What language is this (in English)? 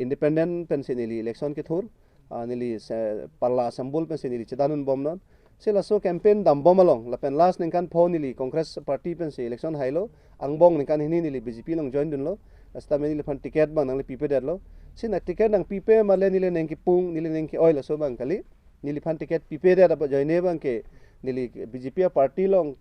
Karbi